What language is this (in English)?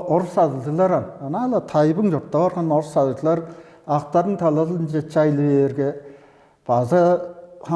Tuvinian